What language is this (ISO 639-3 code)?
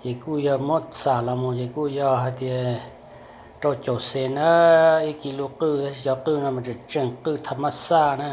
hmn